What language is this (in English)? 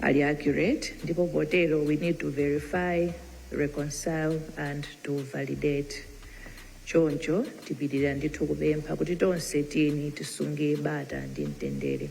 Nyanja